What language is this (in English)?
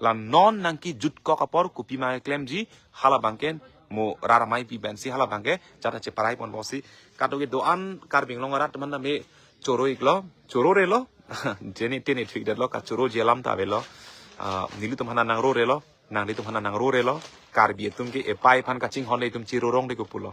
Karbi